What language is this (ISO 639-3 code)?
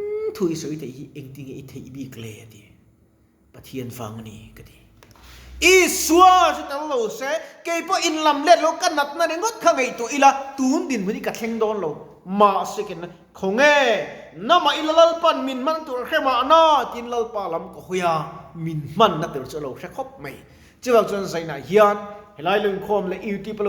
lus